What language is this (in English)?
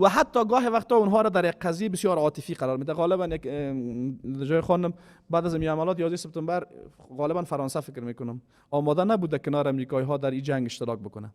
Persian